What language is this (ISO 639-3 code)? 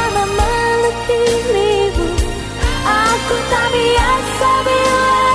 ind